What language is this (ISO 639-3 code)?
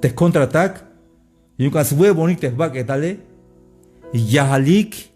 tzh